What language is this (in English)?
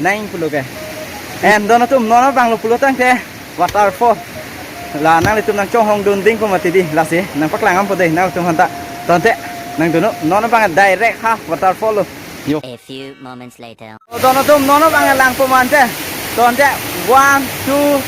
Karbi